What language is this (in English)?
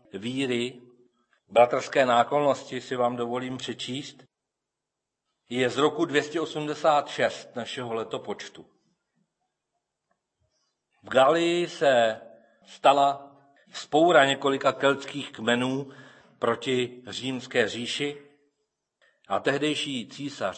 Czech